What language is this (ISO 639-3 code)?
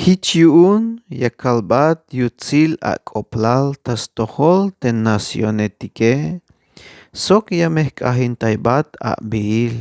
tzh